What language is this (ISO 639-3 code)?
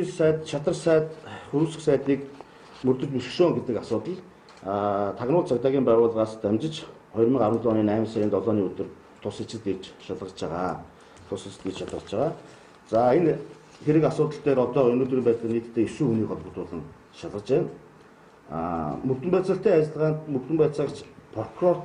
mon